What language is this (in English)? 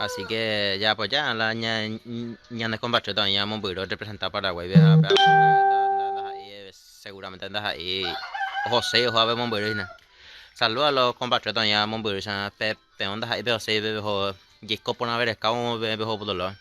Guarani